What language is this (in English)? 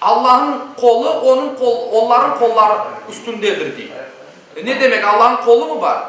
Crimean Tatar